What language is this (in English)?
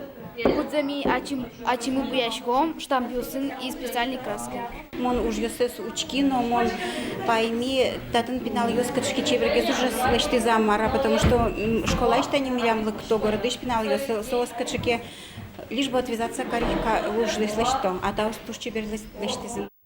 Udmurt